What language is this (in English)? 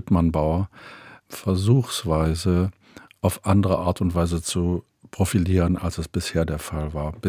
German